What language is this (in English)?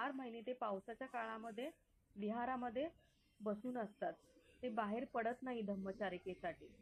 Marathi